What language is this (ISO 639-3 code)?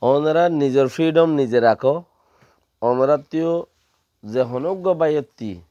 rhg